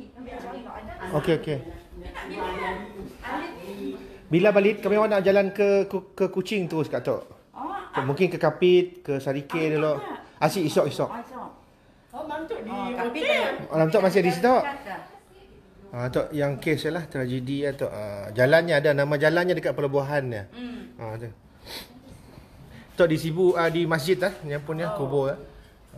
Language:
Malay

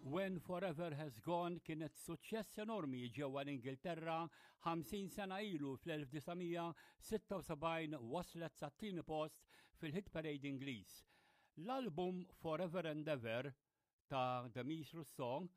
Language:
Maltese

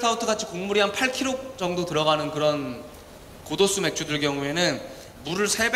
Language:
Korean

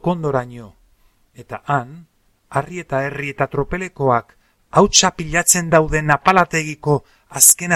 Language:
Basque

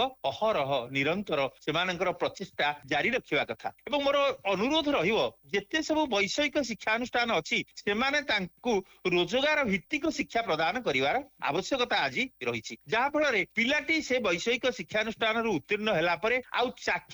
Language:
Odia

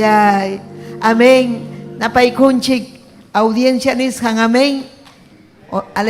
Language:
Ayacucho Quechua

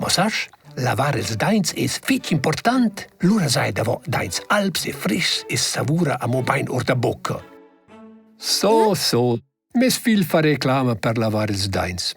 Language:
Romansh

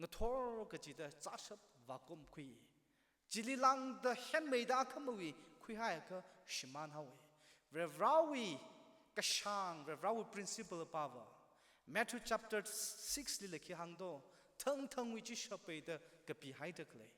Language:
Tangkhul Naga (India)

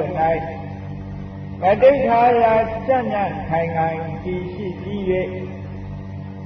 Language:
Burmese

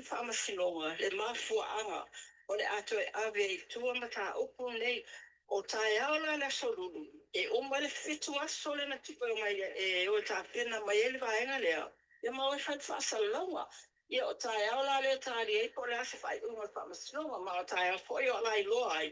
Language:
Samoan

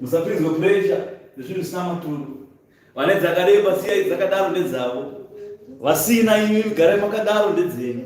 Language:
Shona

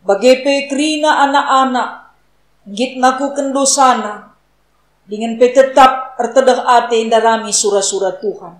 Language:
Batak Karo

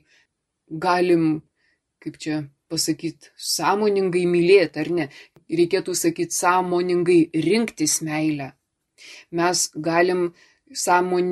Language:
Lithuanian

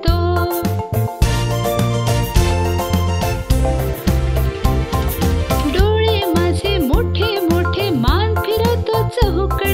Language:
Marathi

